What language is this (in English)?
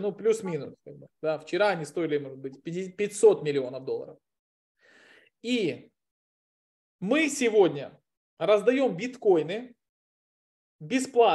Russian